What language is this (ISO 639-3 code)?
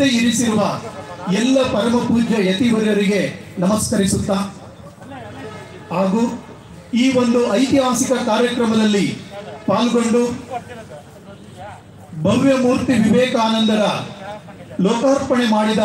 kan